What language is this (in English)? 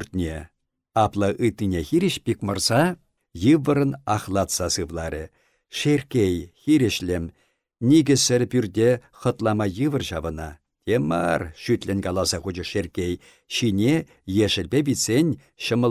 Chuvash